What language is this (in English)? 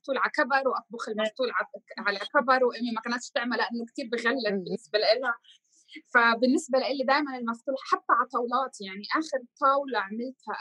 North Levantine Arabic